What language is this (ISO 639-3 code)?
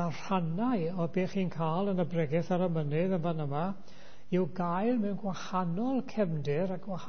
cym